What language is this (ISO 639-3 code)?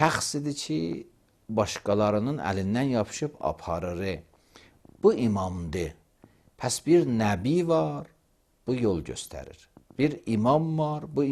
aze